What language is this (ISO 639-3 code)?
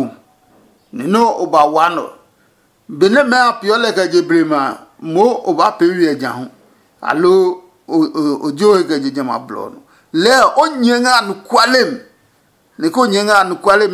ada